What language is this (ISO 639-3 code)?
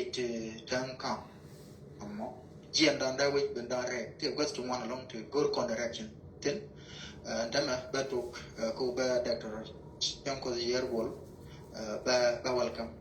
nus